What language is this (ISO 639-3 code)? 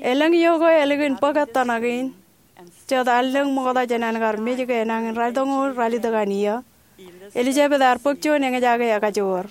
mah